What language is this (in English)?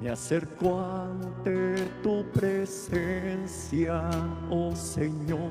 Aymara